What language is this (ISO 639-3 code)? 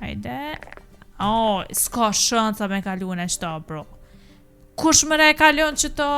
sqi